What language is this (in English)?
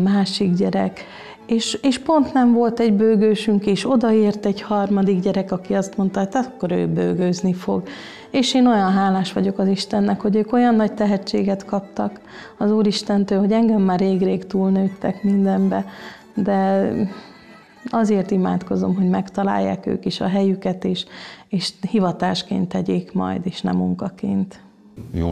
Hungarian